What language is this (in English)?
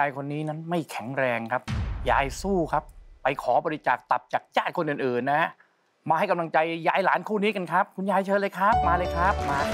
Thai